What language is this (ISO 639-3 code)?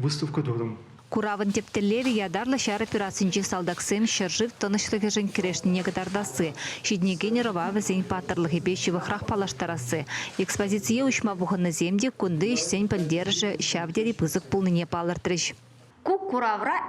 chv